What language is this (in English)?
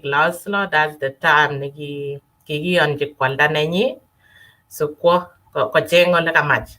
Kalenjin